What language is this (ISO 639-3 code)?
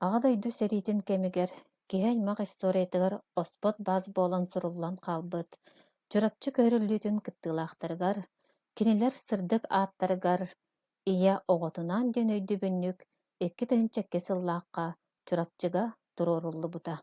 sah